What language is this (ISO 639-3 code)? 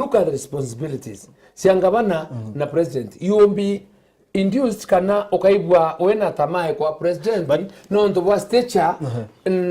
mer